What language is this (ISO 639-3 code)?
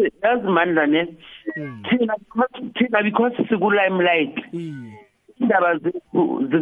nbl